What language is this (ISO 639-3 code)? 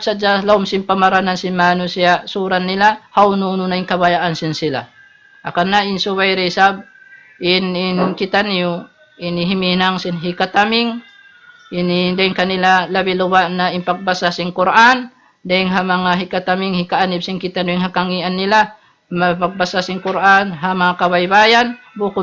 tsg